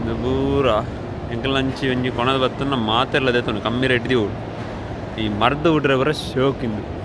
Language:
Tulu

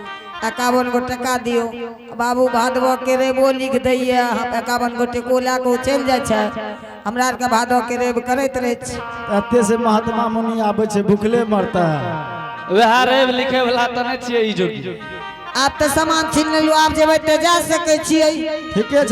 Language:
Angika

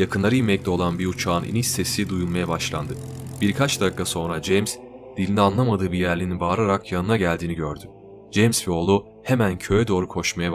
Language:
Turkish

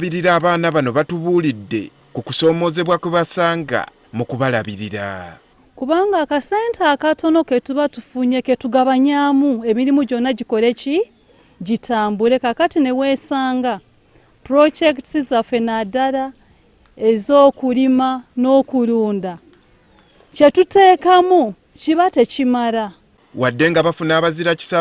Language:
Ganda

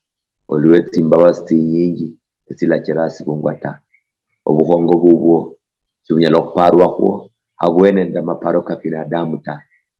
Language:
Luyia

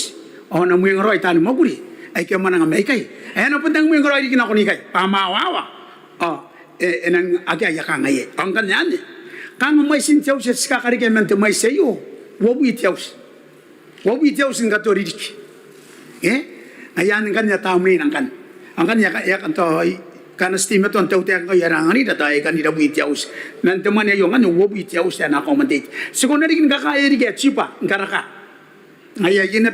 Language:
Gilbertese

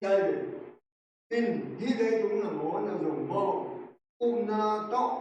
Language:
Tedim Chin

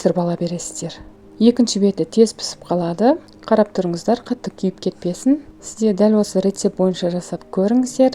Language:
Kazakh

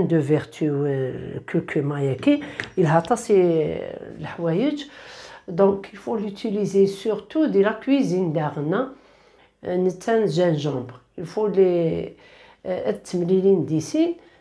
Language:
Kabyle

